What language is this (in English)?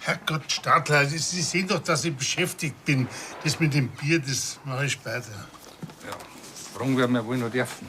Bavarian